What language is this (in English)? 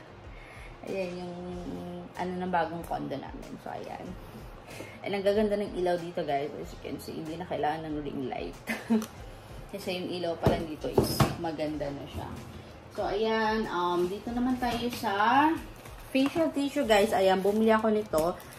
Filipino